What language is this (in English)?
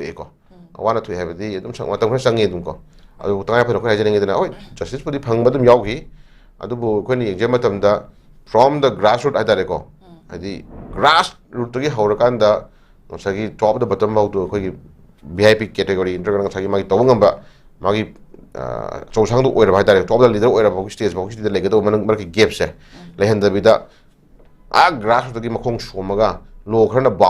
Manipuri